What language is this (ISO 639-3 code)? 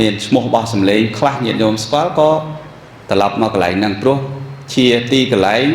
khm